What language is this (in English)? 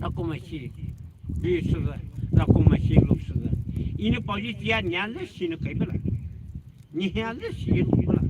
Poumei Naga